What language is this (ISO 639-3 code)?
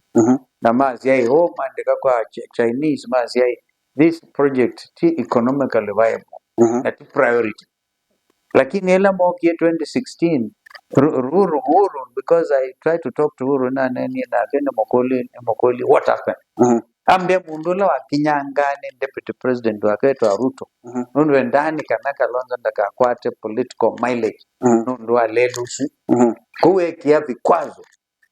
kam